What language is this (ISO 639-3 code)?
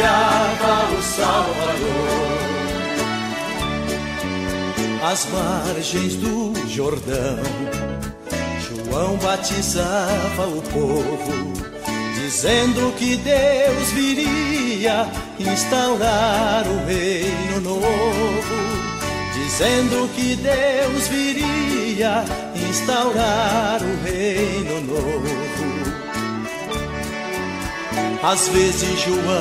por